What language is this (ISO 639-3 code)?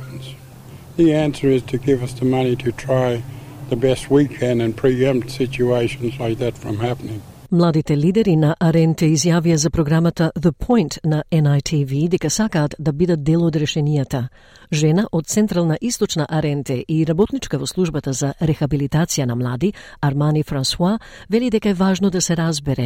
mkd